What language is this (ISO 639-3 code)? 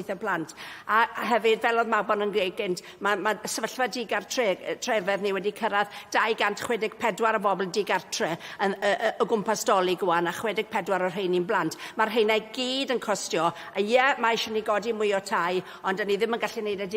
cym